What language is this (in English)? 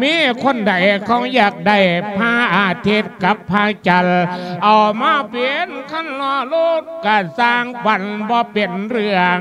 Lao